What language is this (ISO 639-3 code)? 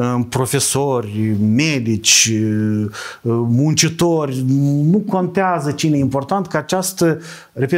ron